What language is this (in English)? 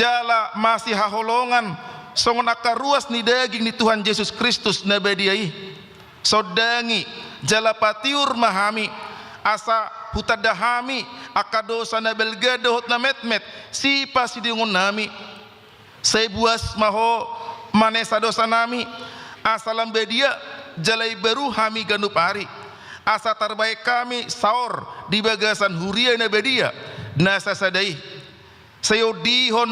Batak Toba